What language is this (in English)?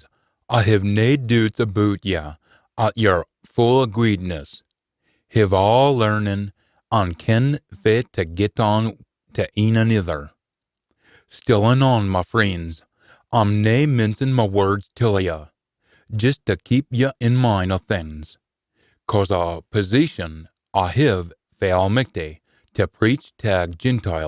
Scots